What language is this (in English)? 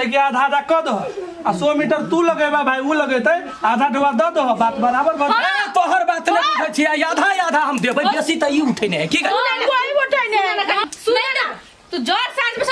Maithili